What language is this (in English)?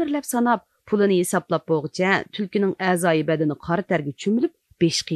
Uyghur